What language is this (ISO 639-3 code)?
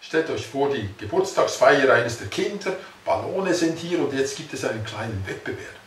gsw